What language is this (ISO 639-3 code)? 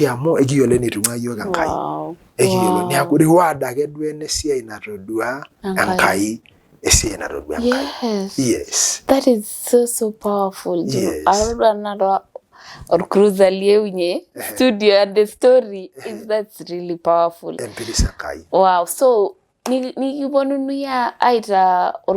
mas